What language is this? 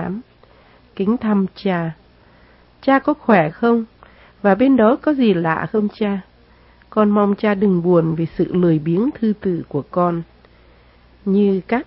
Vietnamese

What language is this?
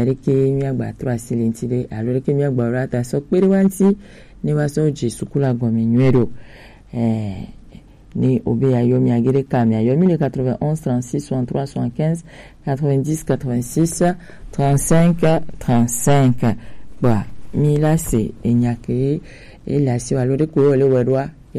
Gen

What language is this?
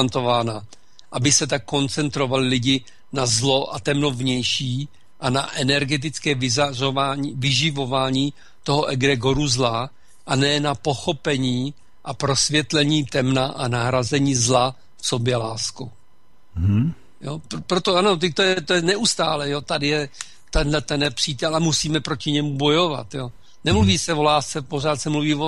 Czech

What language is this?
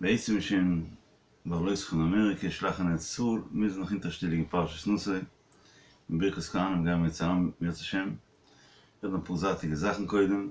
Yiddish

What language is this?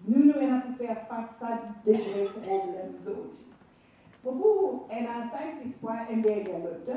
Morisyen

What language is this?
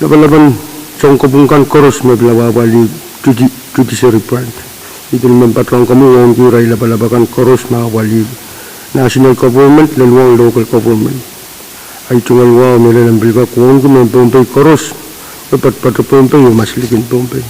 Pohnpeian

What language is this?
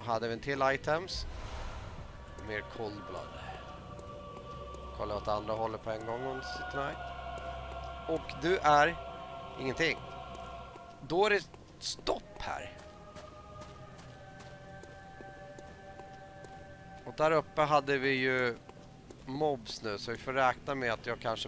Swedish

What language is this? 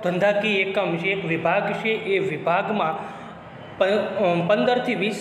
Gujarati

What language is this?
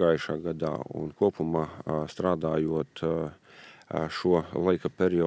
Latvian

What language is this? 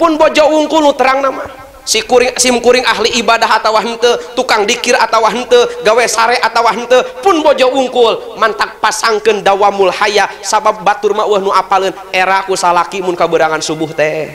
Sundanese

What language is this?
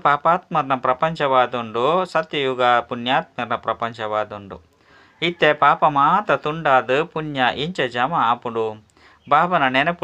Tulu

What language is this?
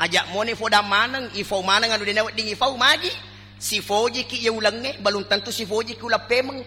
Buginese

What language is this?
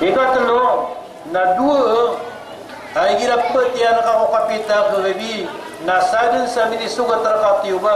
Maranao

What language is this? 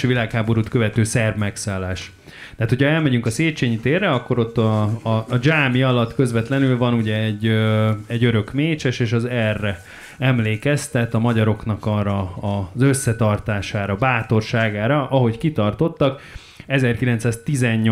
Hungarian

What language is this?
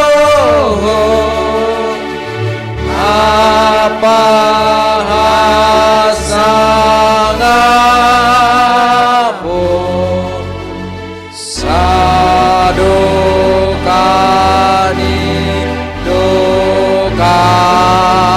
Batak Simalungun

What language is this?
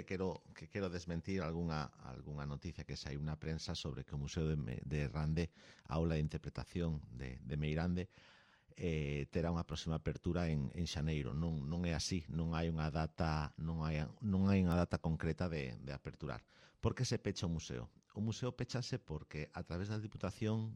Galician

